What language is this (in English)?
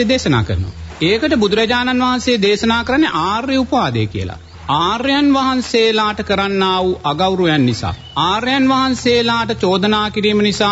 Sinhala